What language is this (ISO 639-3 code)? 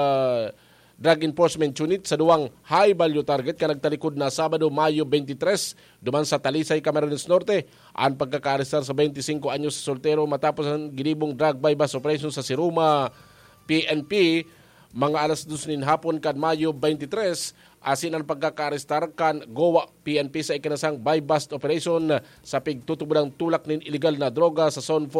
bik